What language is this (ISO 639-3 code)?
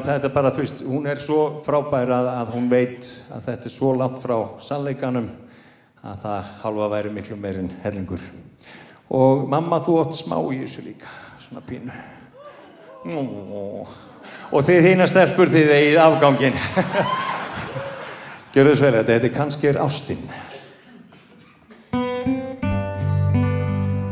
isl